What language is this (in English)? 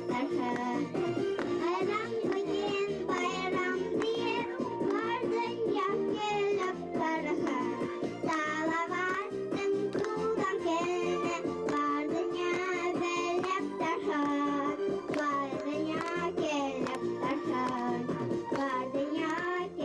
Bashkir